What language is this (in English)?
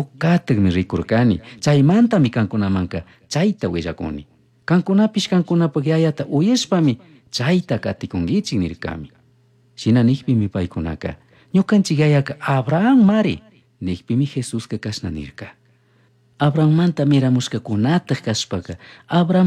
Chimborazo Highland Quichua